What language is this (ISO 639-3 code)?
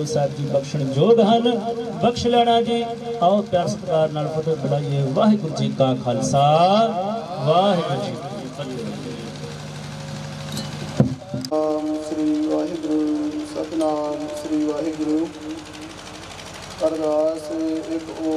pan